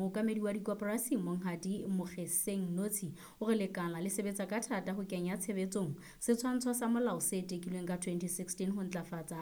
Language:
Southern Sotho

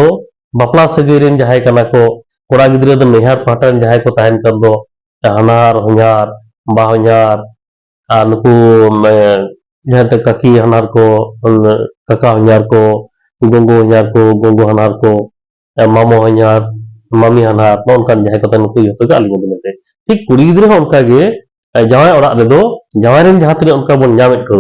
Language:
Santali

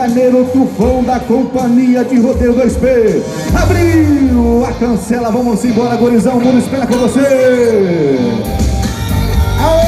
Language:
Portuguese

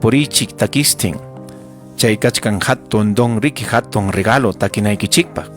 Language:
Ayacucho Quechua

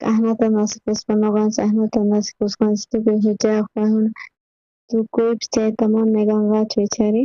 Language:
South Bolivian Quechua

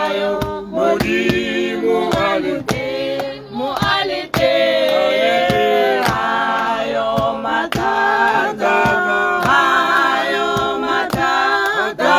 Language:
Tswana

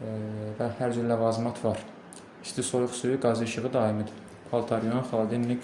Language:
Azerbaijani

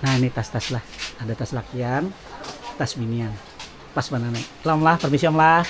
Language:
Banjar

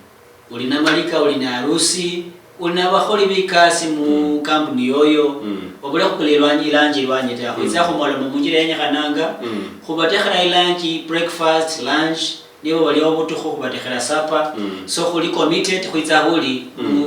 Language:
Luyia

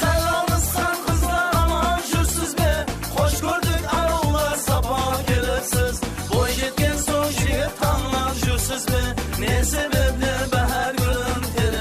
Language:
Kara-Kalpak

